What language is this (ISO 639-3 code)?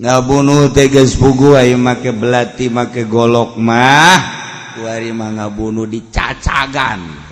sun